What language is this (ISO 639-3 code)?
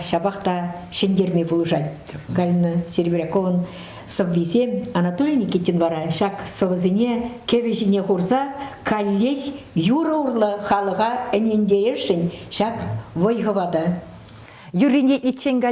chv